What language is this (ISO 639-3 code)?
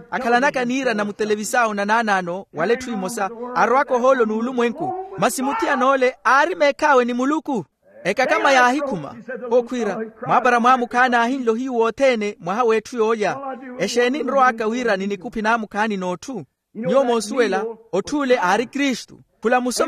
vmw